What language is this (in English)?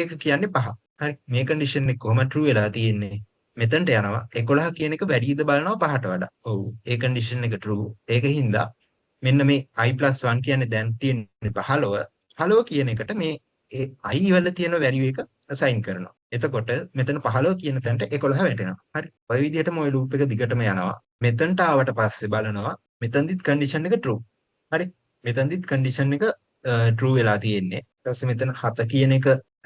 Sinhala